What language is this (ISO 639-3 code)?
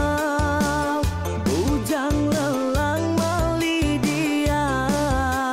iba